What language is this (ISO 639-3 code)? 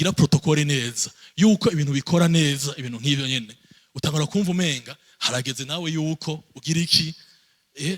run